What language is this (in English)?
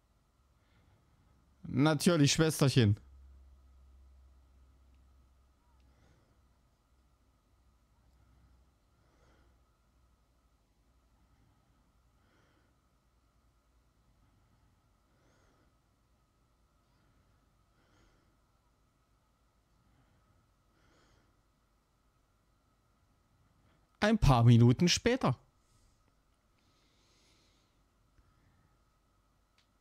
German